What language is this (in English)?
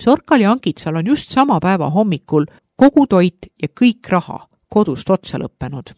Estonian